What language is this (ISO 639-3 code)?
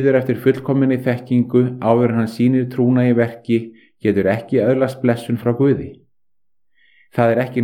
isl